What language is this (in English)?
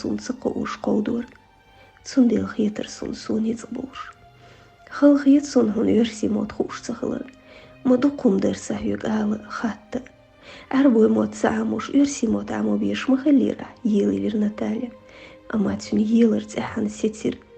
Chechen